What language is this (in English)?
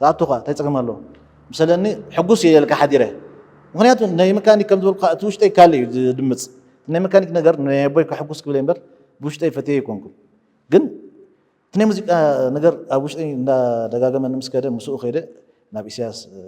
Tigrinya